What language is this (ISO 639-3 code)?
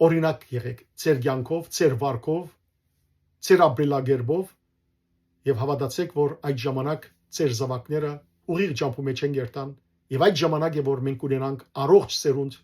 hyw